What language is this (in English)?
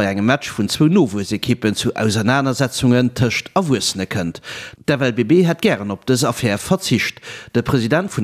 Luxembourgish